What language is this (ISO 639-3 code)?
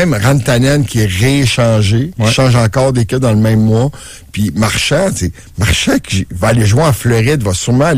fra